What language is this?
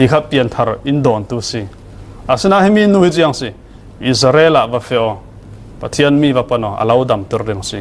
Falam Chin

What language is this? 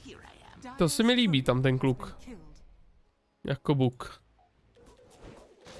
Czech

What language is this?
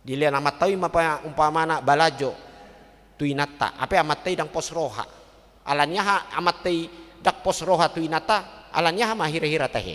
Batak Toba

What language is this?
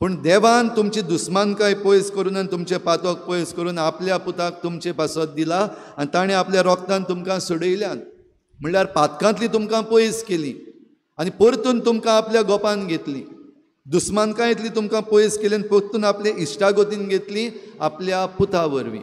Konkani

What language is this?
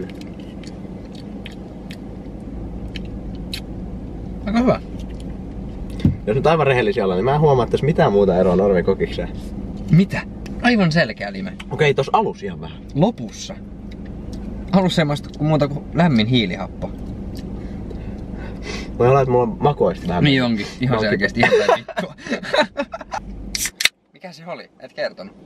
Finnish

